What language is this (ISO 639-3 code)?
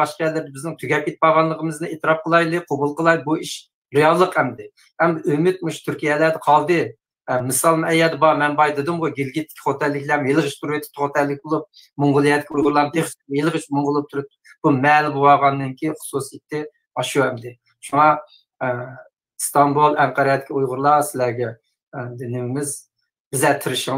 uig